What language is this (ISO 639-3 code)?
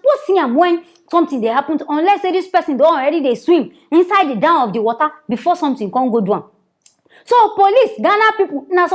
pcm